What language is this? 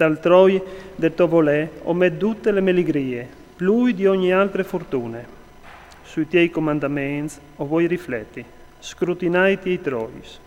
Friulian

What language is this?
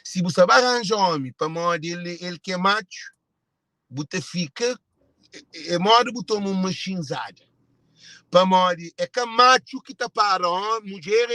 Kabuverdianu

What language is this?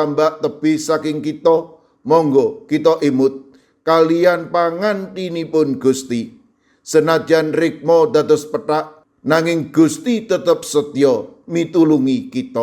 Javanese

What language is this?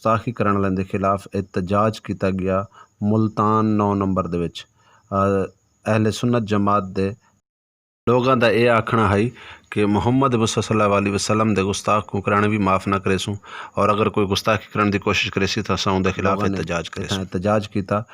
Saraiki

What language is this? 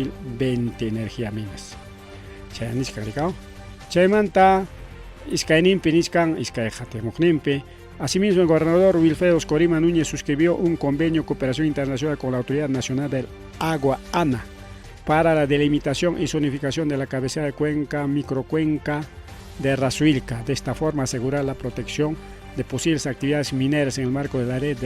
Ayacucho Quechua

